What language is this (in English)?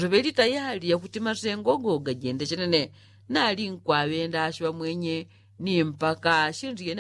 Yao